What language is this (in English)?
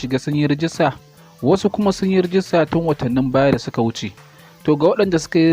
Hausa